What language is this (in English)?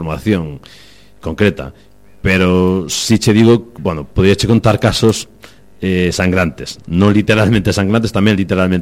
Galician